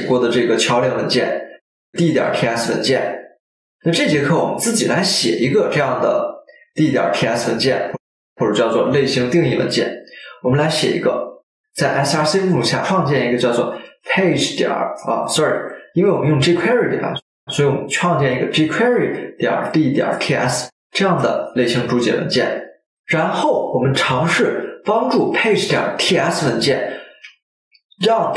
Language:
Chinese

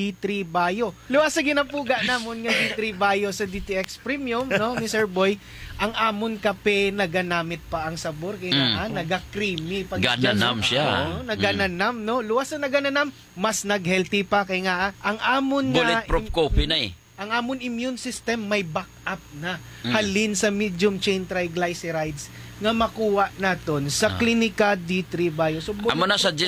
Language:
Hiligaynon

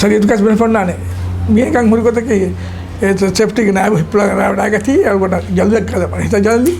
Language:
Divehi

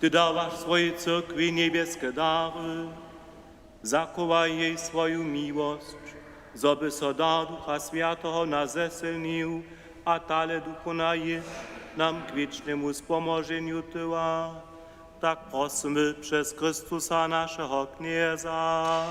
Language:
Upper Sorbian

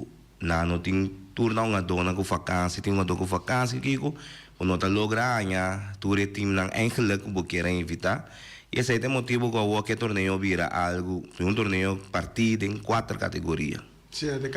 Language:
Papiamento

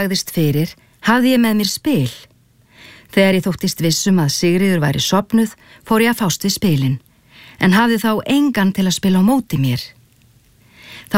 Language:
Icelandic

